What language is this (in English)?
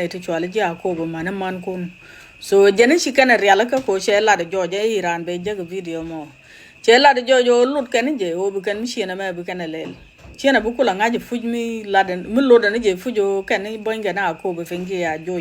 Nuer